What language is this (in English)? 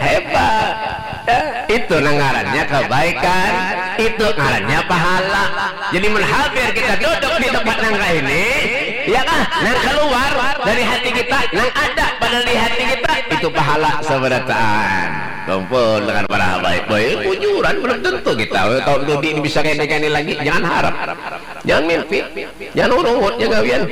Banjar